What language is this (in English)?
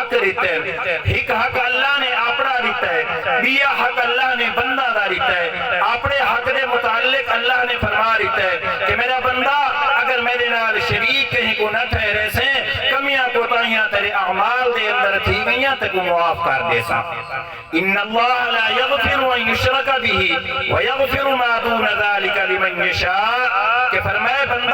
Saraiki